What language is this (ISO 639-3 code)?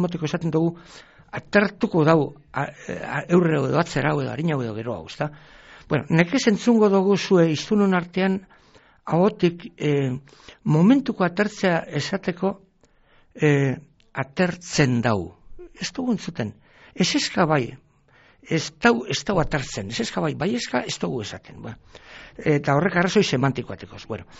eus